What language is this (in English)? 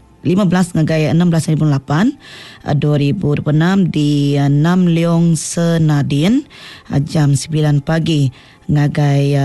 Iban